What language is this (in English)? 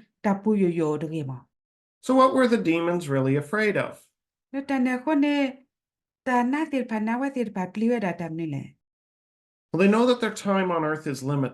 S'gaw Karen